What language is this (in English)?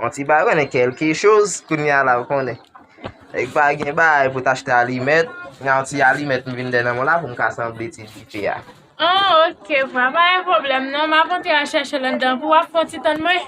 Haitian Creole